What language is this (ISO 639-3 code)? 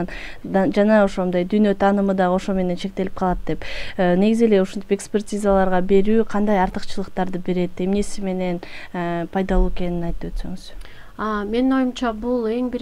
kir